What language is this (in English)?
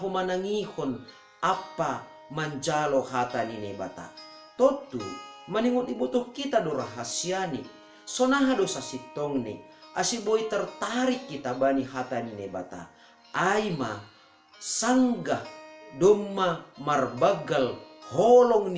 Batak Simalungun